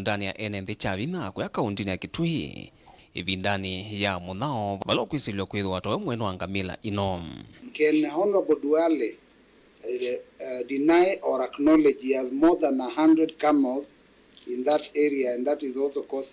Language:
Kamba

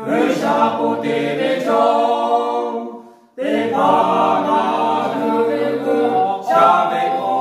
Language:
Lahu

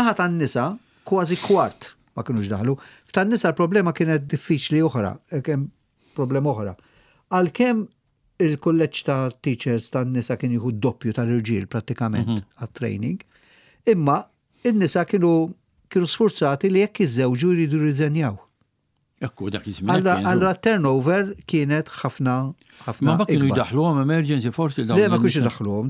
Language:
Maltese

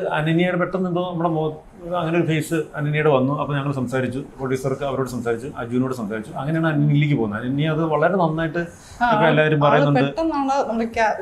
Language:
Malayalam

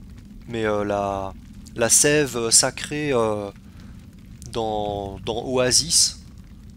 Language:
French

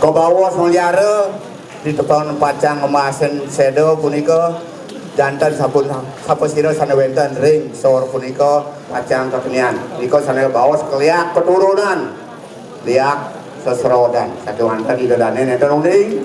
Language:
Balinese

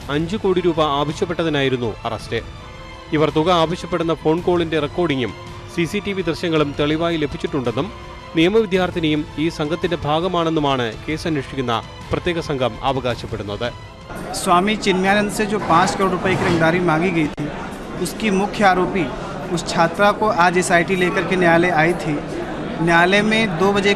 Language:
Malayalam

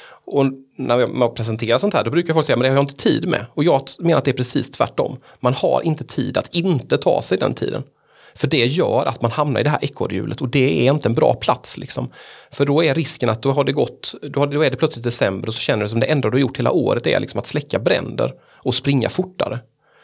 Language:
Swedish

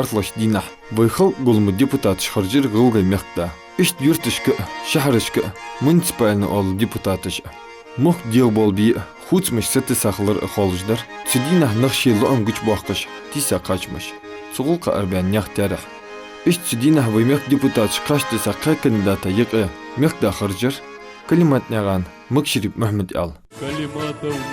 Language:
Ingush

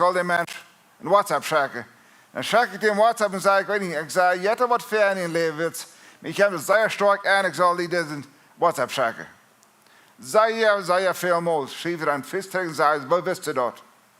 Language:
Plautdietsch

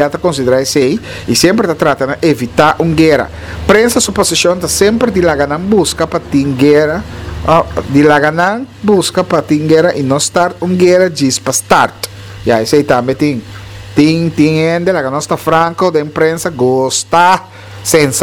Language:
Papiamento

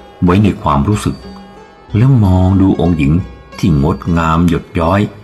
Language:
Thai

